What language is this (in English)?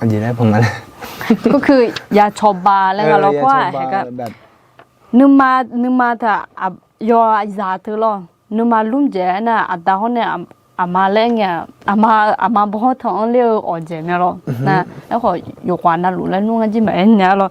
Akha